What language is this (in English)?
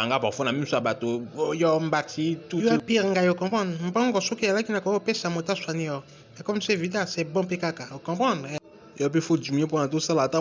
Lingala